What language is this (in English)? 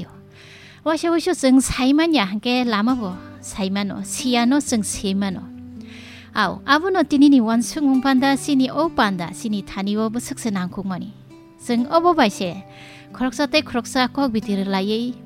Kok Borok